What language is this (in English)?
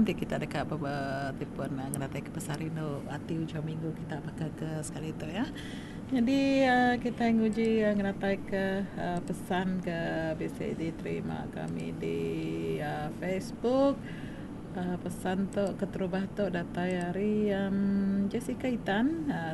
Iban